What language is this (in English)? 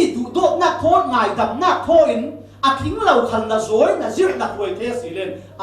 Falam Chin